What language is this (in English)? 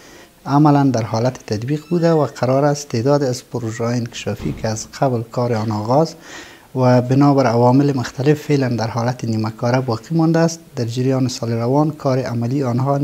Persian